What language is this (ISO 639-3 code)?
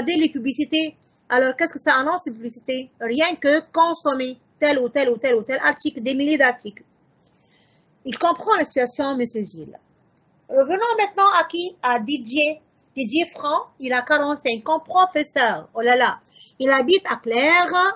fra